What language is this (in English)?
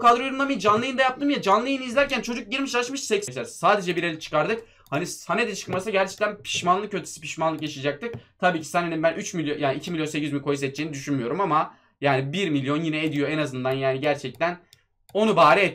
Turkish